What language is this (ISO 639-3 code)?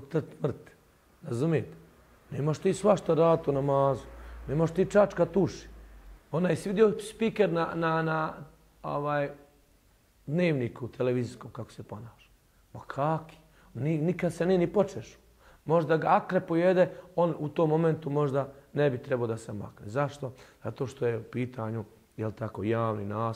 bos